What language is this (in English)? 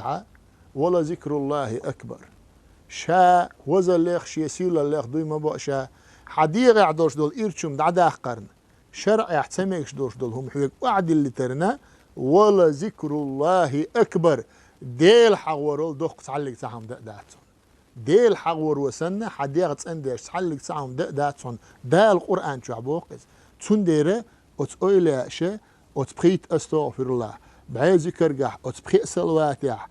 Chechen